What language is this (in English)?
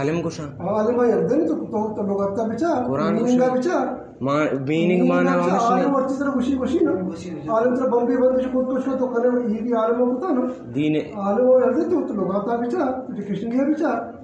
Eastern Balochi